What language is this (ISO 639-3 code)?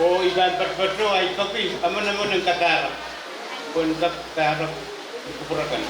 pon